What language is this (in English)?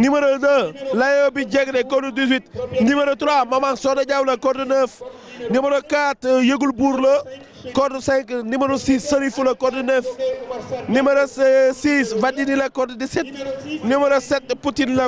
Wolof